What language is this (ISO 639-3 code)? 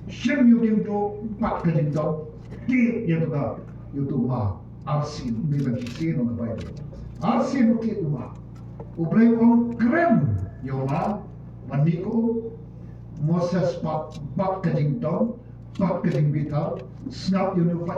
kha